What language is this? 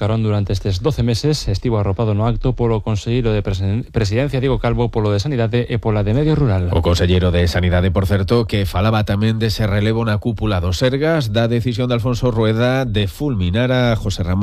Galician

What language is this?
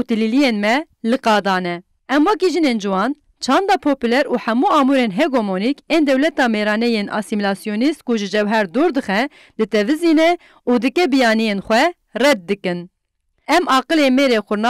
Kurdish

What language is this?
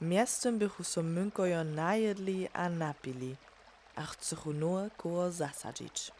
Upper Sorbian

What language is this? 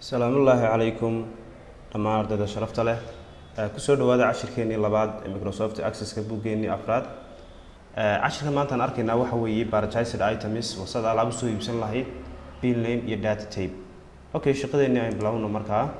Somali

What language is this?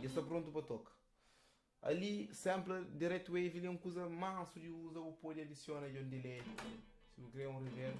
Kabuverdianu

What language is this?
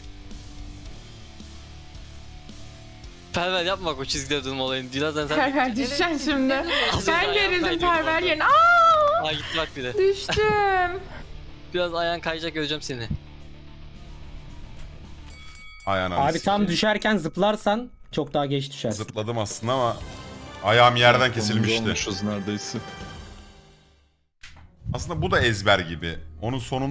Turkish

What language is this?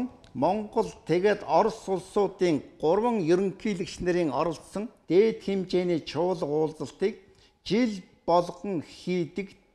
Mongolian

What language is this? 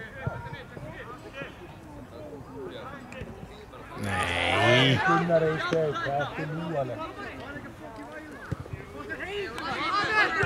Icelandic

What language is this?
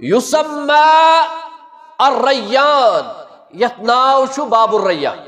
Kashmiri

